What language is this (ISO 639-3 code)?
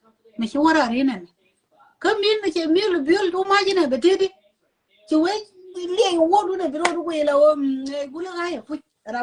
nus